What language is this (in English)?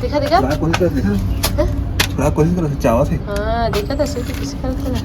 Chhattisgarhi